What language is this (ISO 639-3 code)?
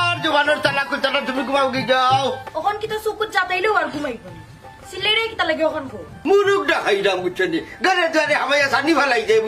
syl